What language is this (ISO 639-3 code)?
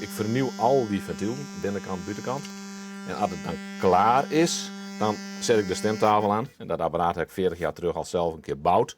fry